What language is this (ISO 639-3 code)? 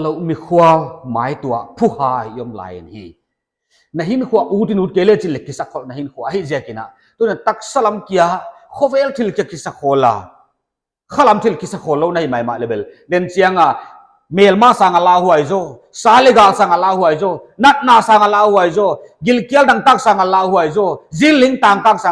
pck